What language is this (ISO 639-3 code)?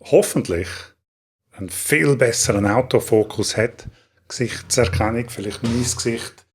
gsw